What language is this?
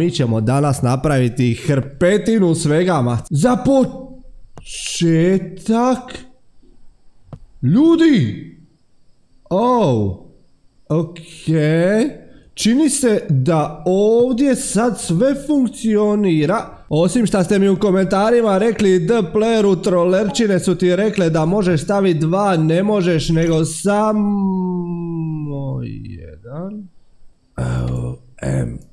Croatian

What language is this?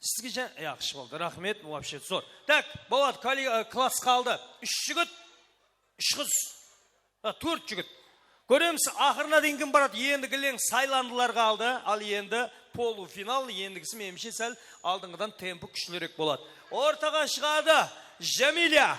Kara-Kalpak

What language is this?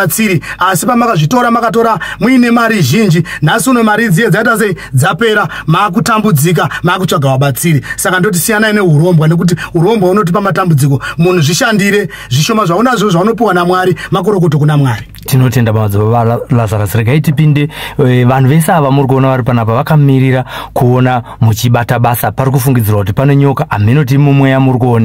Shona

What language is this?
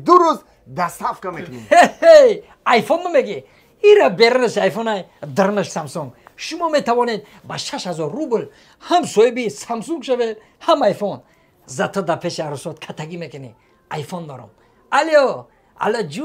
Tajik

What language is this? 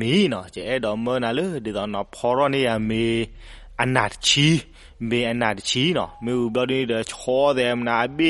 S'gaw Karen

